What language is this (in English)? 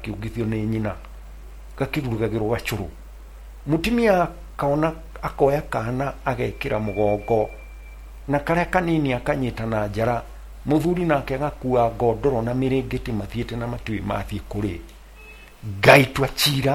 Kikuyu